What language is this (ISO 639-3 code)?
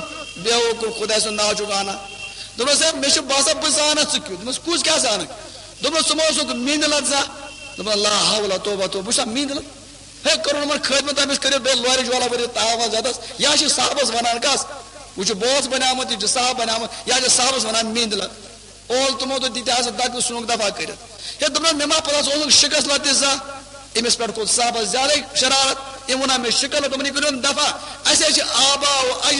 kas